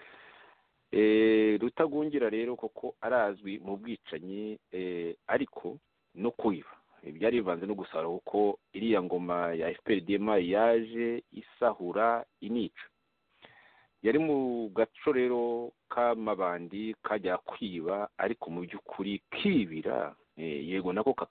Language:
Kinyarwanda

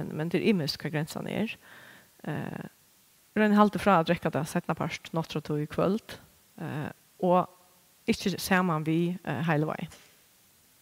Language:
Faroese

